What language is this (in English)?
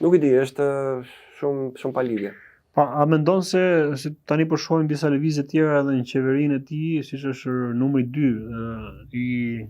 Albanian